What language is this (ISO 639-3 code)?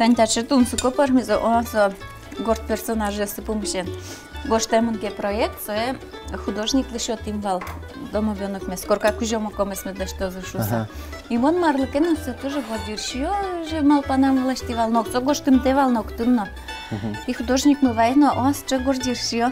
udm